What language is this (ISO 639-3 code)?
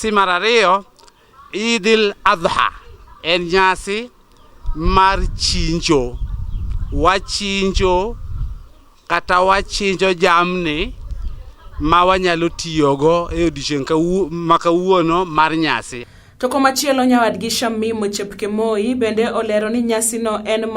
luo